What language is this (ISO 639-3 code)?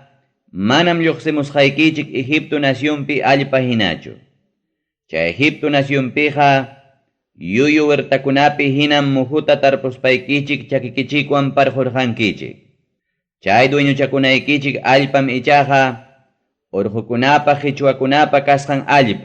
quy